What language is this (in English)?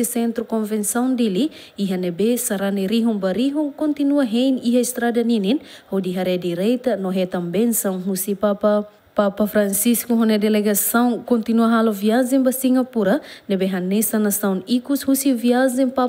Tetum